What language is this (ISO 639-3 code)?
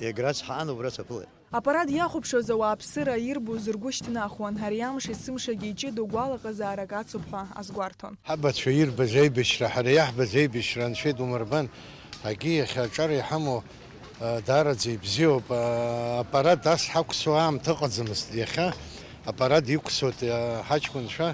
abk